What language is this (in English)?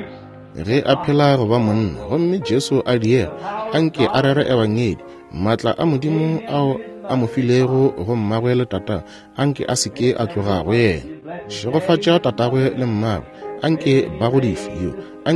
Northern Sotho